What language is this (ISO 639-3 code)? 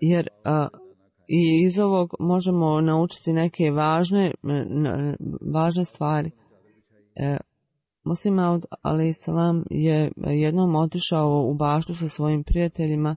bos